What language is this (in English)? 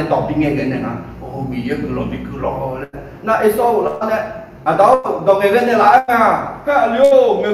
Akha